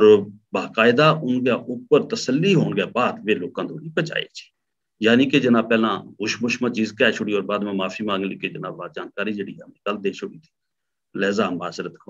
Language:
Gujari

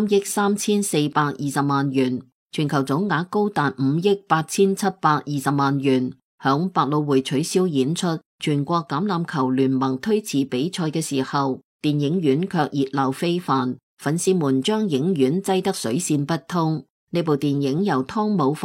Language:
Cantonese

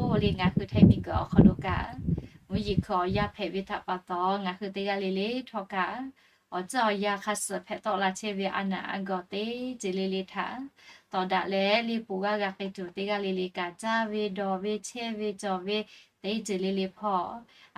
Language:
Lahu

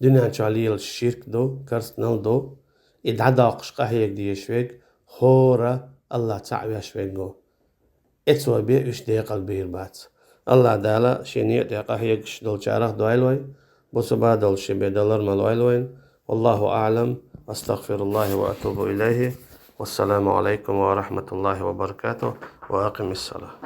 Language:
Chechen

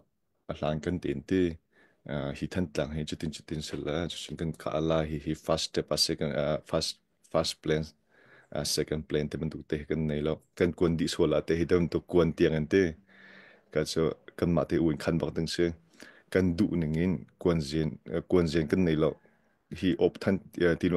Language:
Hakha Chin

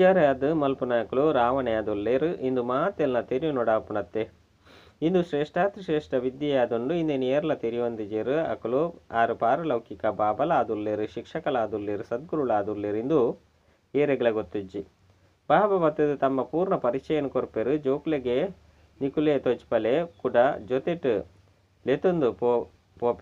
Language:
Tulu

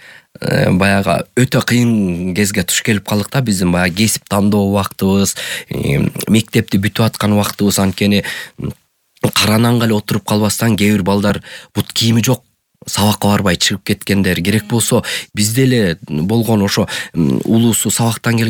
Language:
Kyrgyz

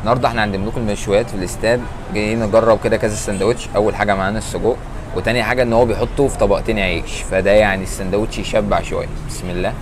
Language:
Egyptian Arabic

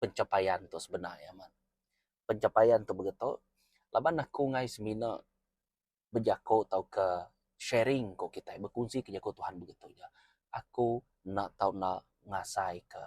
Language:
Iban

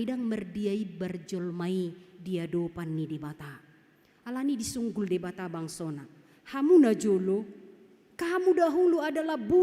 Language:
Batak Toba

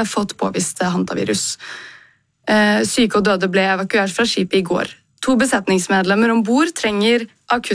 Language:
Norwegian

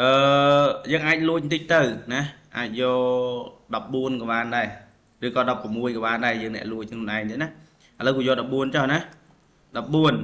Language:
Khmer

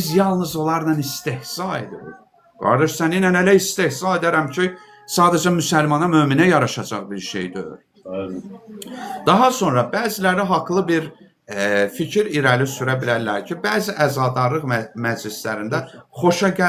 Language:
Azerbaijani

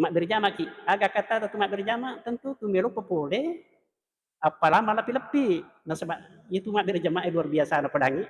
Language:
Buginese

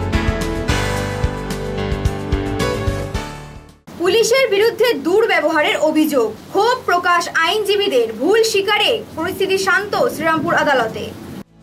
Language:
Bangla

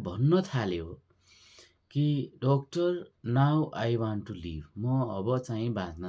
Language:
Nepali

